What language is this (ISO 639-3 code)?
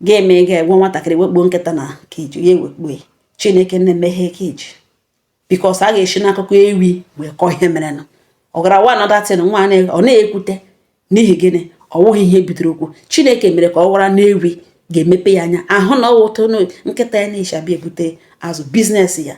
ibo